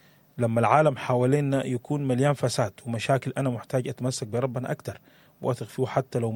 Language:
Sudanese Arabic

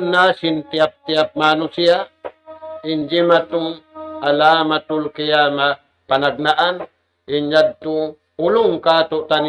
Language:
Tausug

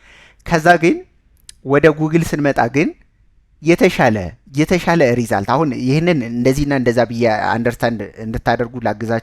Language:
Amharic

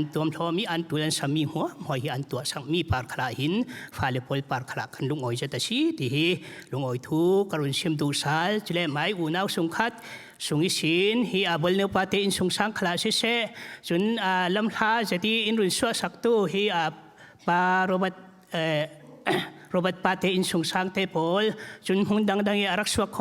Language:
Falam Chin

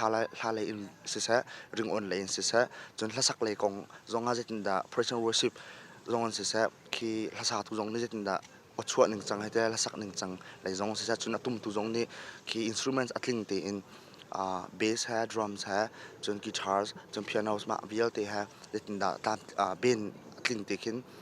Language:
Hakha Chin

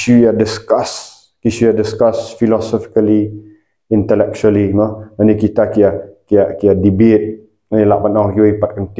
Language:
Khasi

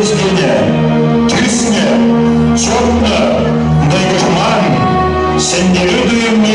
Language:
Chuvash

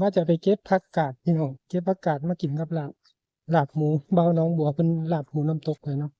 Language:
Northeastern Thai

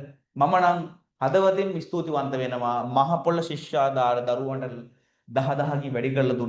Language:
Sinhala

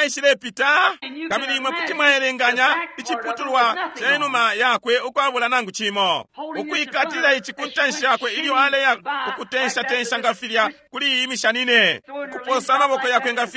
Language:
Bemba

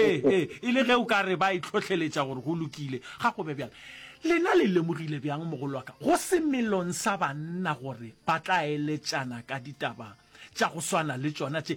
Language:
Northern Sotho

